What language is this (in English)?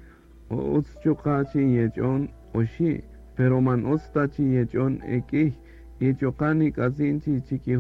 Kaqchikel